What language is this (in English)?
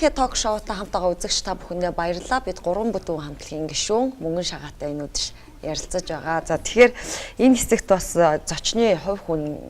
Mongolian